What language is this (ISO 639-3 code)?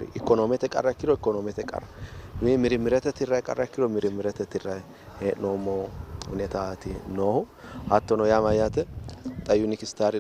sid